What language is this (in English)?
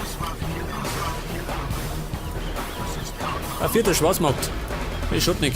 Bavarian